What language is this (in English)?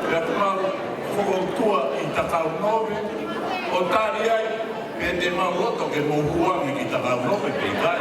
Tongan